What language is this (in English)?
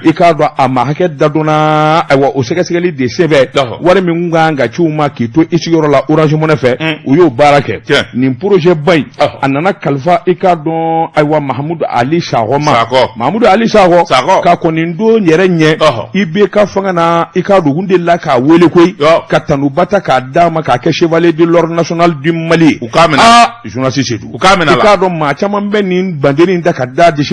Bambara